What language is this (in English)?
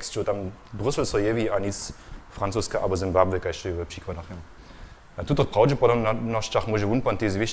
Upper Sorbian